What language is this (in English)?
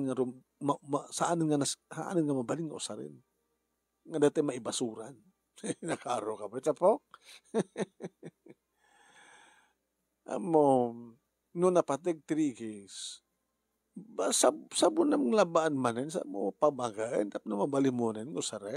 Iloko